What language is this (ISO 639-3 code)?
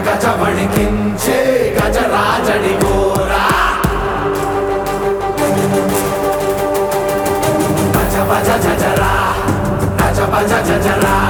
tel